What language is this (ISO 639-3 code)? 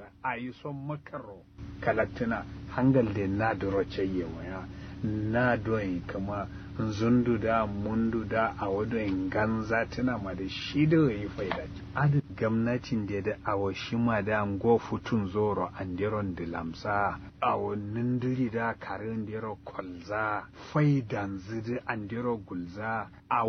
kau